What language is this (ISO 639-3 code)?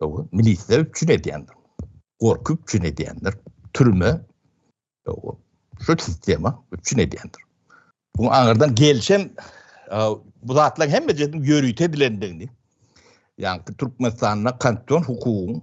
tuk